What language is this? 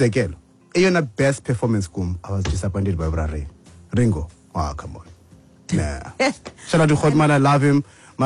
Xhosa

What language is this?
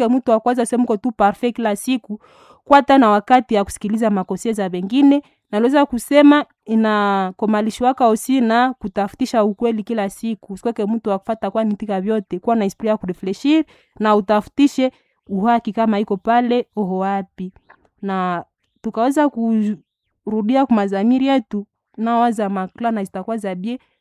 Swahili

